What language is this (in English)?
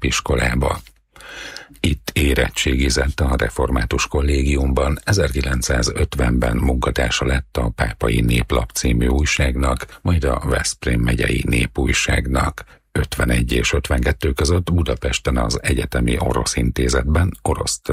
Hungarian